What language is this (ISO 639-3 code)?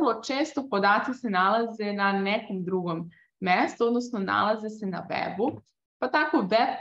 srp